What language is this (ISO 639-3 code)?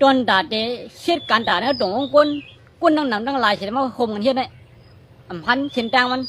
shn